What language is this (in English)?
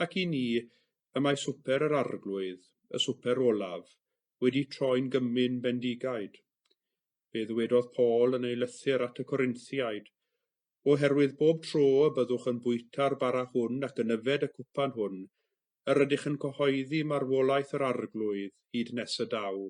Welsh